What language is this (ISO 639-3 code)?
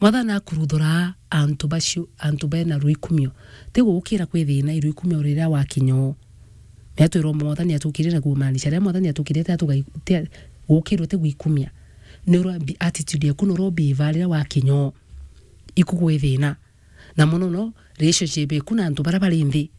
mer